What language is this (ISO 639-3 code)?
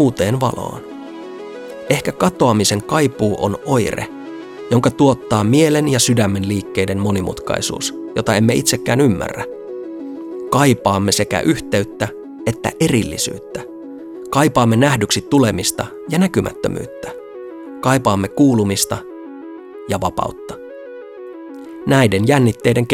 fin